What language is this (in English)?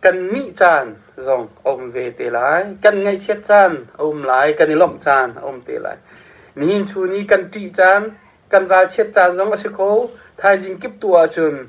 Hakha Chin